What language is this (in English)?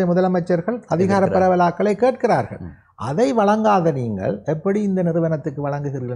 Tamil